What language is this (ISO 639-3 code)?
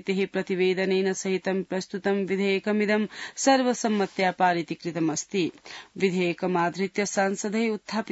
san